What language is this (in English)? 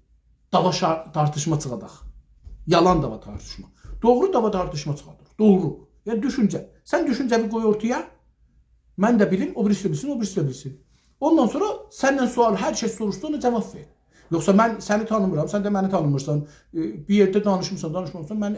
South Azerbaijani